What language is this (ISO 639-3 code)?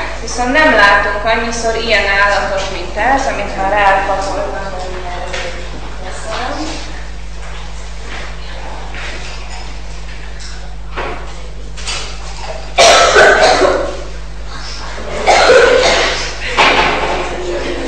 hun